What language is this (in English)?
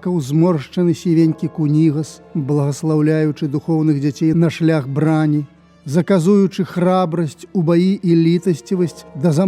Belarusian